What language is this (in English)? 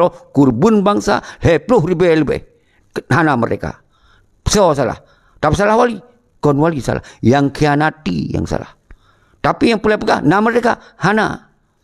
Achinese